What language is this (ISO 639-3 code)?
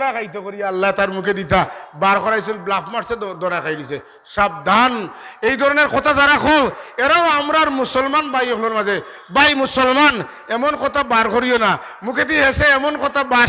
syl